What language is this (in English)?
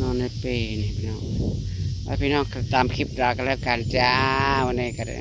Northeastern Thai